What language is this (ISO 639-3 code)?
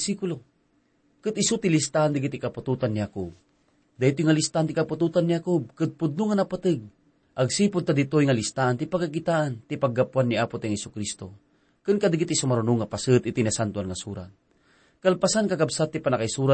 ilo